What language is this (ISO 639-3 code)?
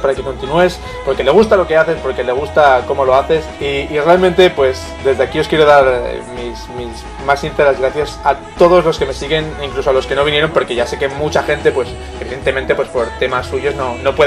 spa